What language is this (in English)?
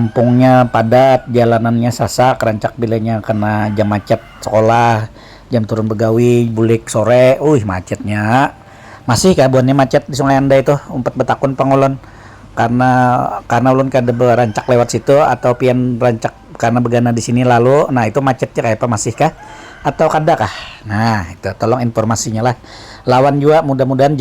Banjar